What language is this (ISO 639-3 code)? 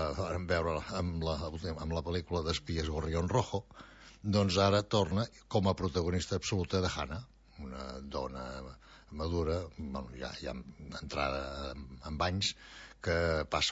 cat